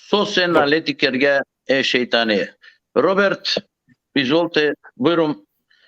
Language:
Balkan Romani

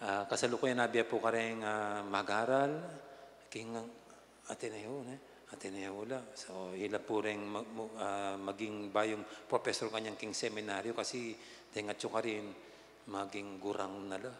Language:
Pampanga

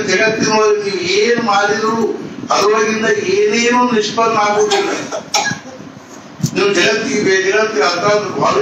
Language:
Kannada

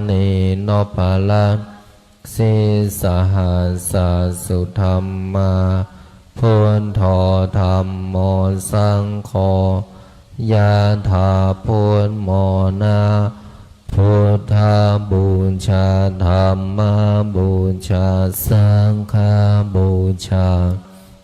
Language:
Pali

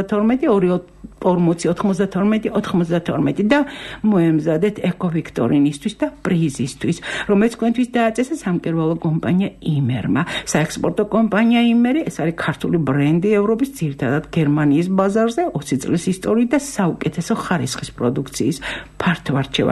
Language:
Georgian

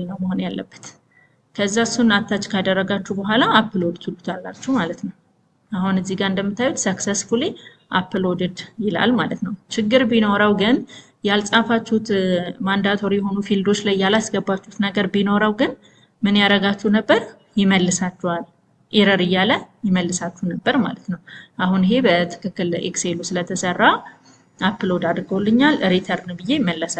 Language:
Amharic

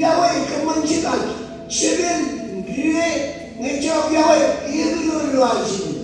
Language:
Marshallese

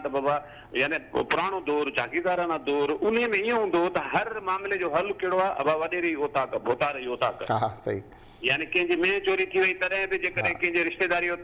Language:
Sindhi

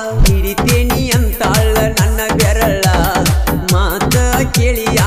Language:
Kannada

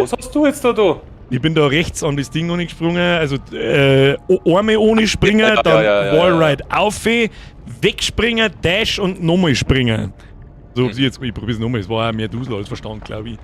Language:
Bavarian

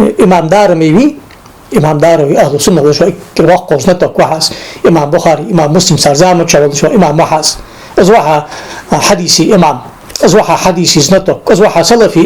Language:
Ingush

